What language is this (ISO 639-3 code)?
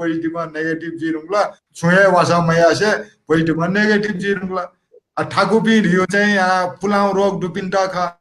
new